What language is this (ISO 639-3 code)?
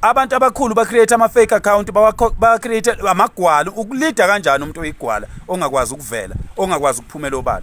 zul